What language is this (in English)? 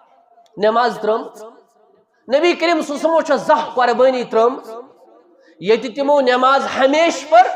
Kashmiri